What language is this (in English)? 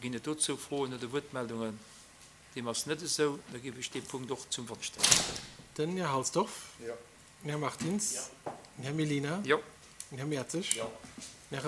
Luxembourgish